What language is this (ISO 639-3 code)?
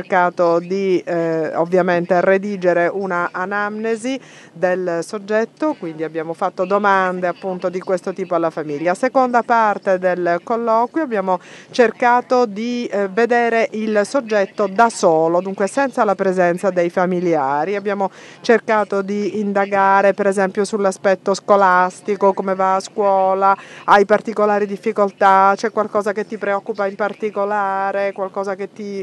ita